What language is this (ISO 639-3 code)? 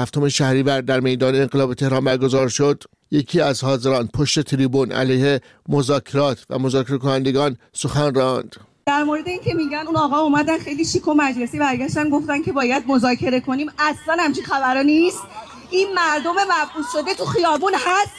fas